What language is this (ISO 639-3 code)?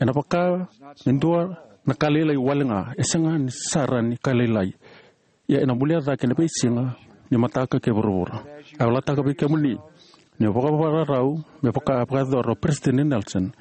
fij